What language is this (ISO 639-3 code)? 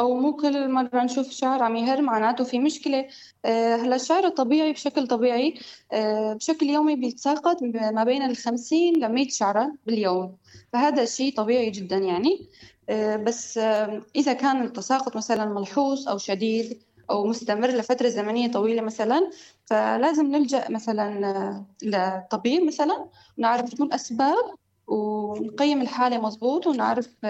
apc